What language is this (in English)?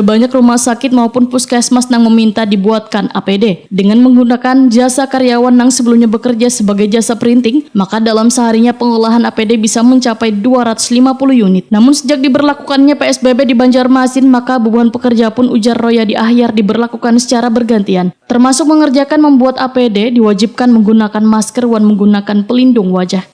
Banjar